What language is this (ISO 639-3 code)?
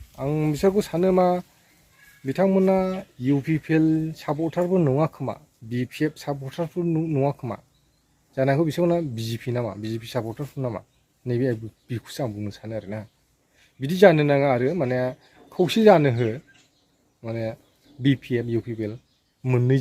brx